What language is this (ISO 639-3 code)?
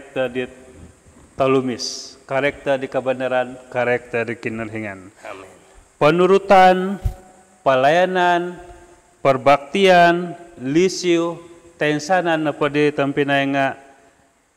dtp